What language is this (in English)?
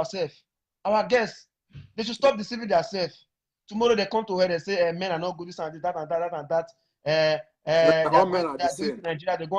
Nigerian Pidgin